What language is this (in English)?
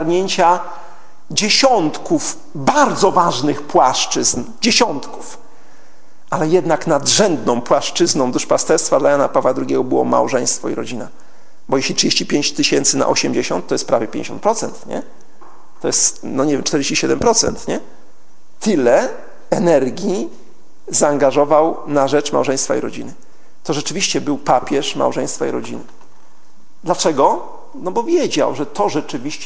Polish